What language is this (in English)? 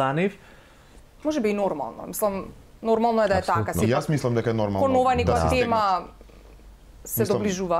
Macedonian